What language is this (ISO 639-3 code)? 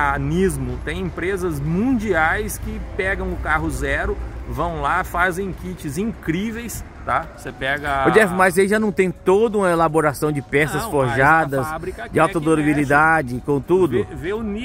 por